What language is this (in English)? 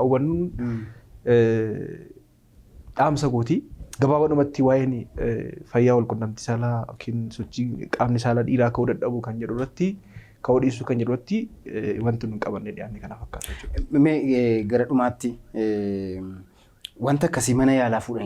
Oromo